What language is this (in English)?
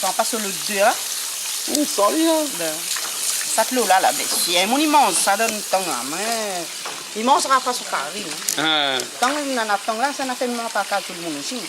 Réunion Creole French